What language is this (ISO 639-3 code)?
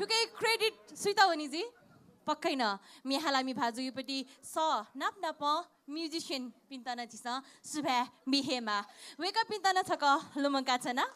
new